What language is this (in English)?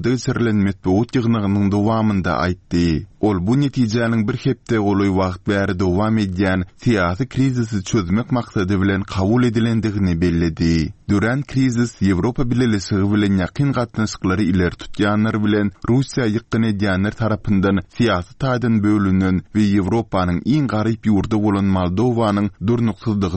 Turkmen